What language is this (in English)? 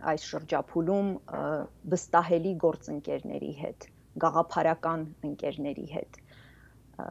Armenian